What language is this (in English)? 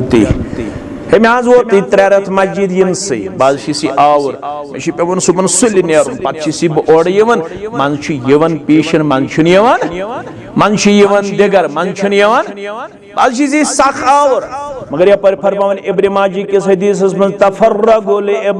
Kashmiri